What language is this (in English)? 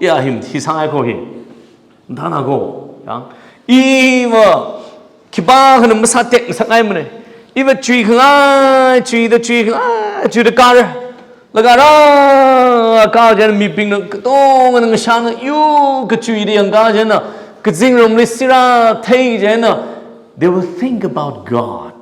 Tangkhul Naga (India)